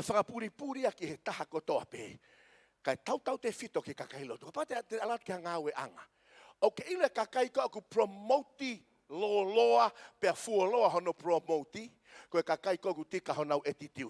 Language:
Tongan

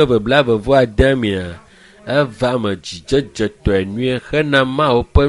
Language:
Ewe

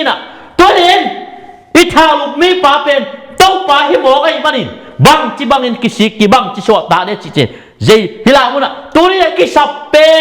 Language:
Tedim Chin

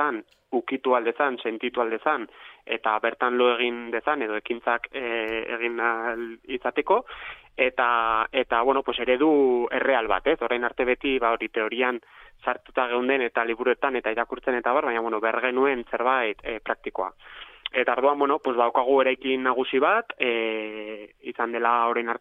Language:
Basque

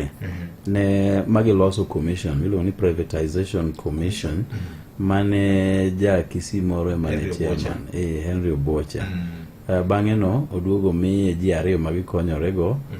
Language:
Luo (Kenya and Tanzania)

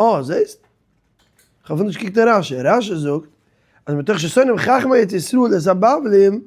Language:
Yiddish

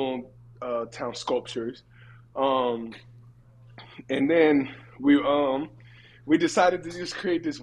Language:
English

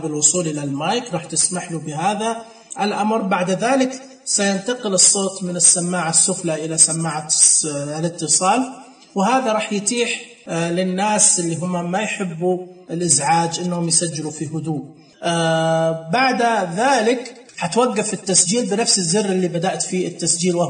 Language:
Najdi Arabic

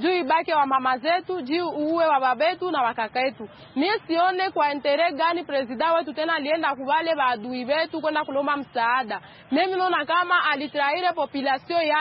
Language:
Swahili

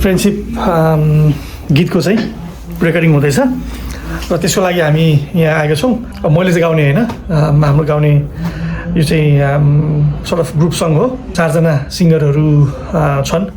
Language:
Nepali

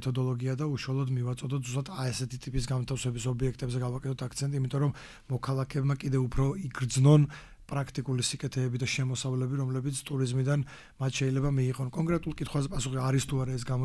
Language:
Georgian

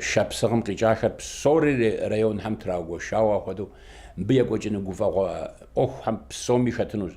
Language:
Kabardian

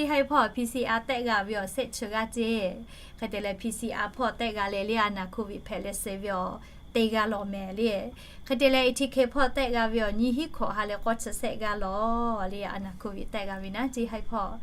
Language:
Lahu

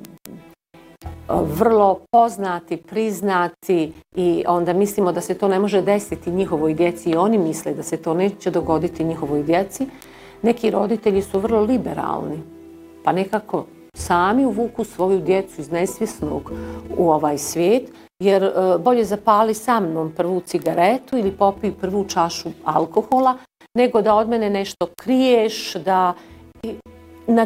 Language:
Bosnian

